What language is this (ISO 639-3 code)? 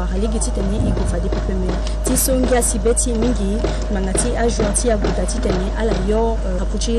sag